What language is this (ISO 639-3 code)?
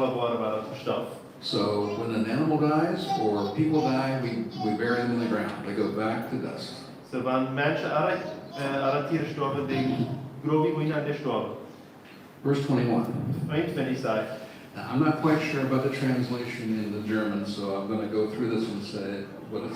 pdt